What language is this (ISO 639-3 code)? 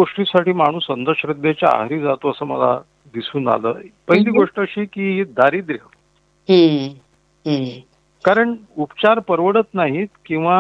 mar